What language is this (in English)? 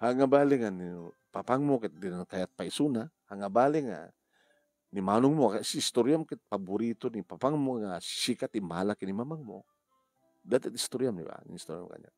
Iloko